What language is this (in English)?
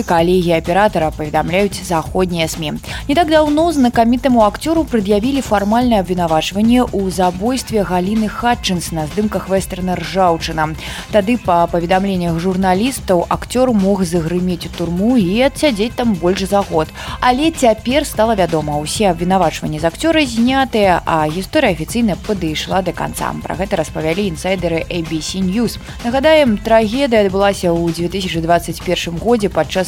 Belarusian